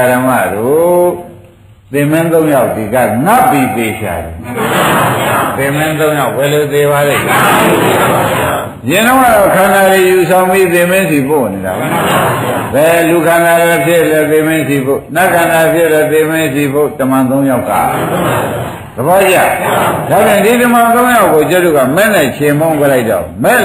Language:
Burmese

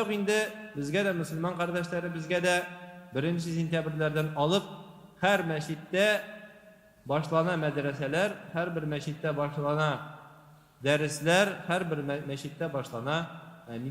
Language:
Tatar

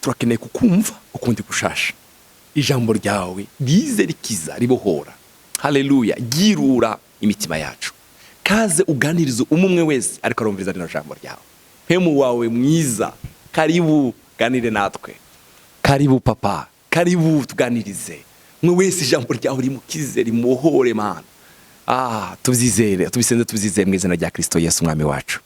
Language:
Rundi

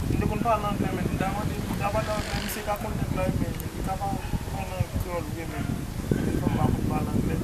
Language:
Haitian Creole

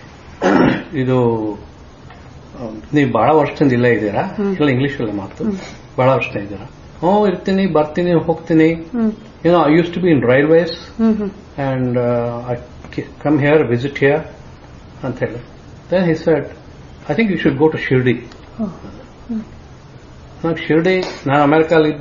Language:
Kannada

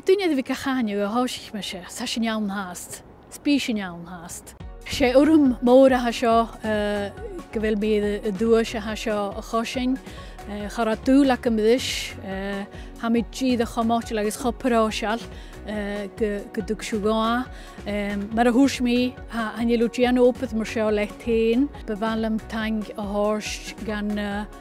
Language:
Scottish Gaelic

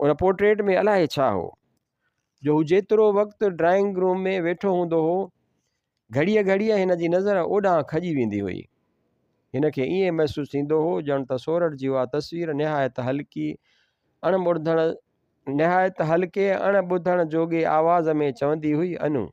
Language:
Sindhi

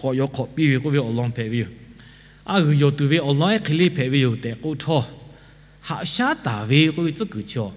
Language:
Lahu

